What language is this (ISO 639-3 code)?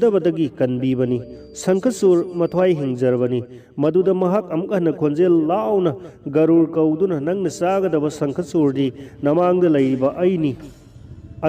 mni